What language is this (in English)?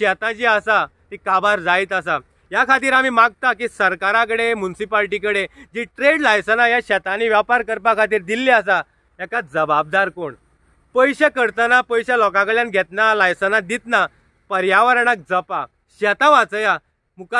Konkani